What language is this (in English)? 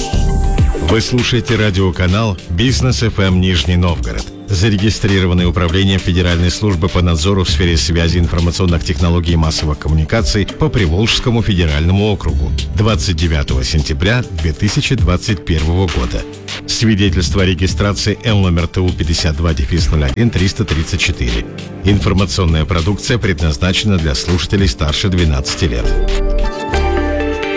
Russian